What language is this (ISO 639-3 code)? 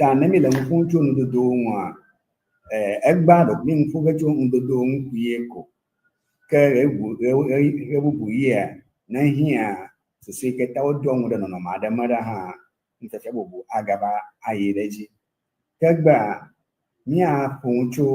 ewe